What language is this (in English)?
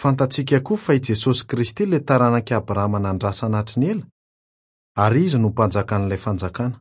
Malagasy